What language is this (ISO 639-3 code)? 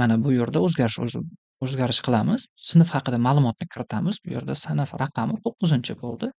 uzb